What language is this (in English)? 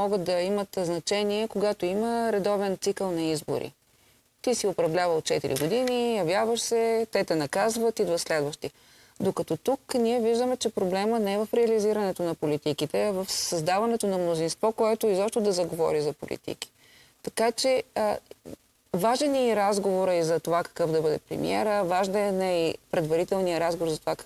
Bulgarian